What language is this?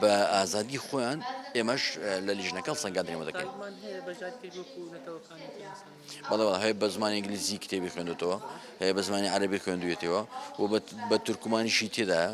Central Kurdish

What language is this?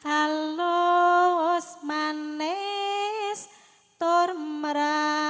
Javanese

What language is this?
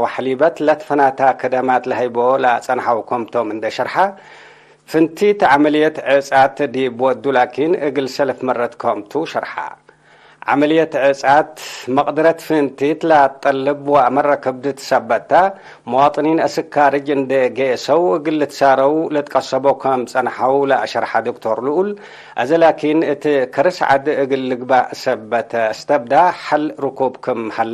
Tigre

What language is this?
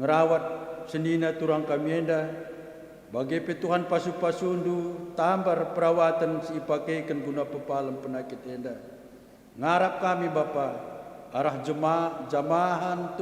Batak Karo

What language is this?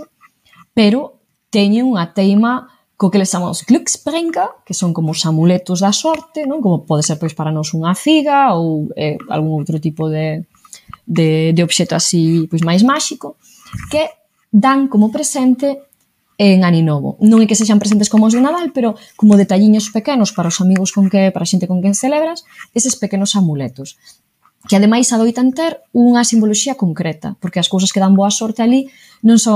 Galician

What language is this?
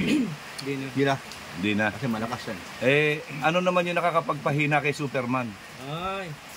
Filipino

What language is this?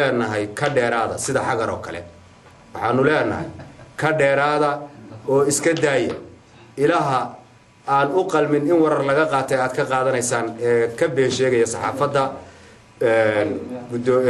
Somali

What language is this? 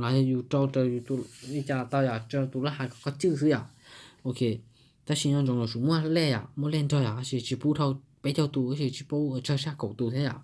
Hmong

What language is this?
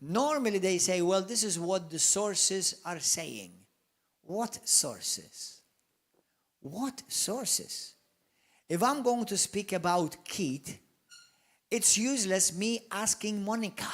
English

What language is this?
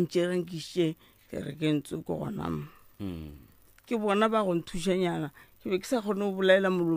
Northern Sotho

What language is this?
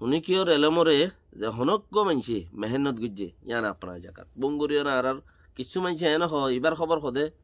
Rohingya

